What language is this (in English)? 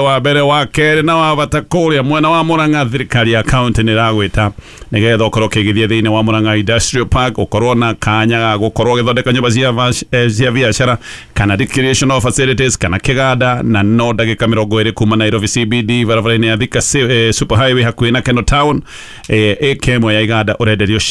Kikuyu